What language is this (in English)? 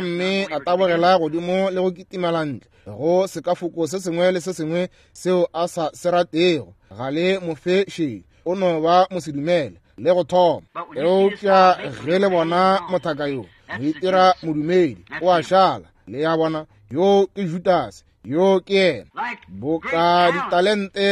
Northern Sotho